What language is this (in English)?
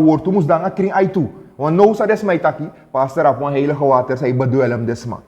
Sranan Tongo